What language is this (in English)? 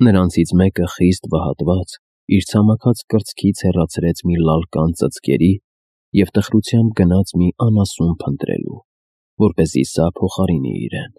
Armenian